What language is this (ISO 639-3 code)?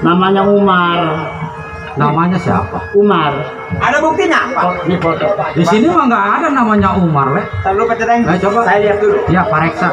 bew